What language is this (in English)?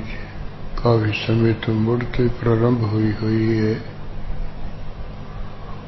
Punjabi